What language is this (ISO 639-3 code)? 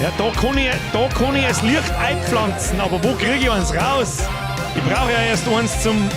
bar